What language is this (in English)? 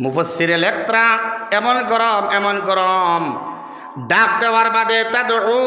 Sylheti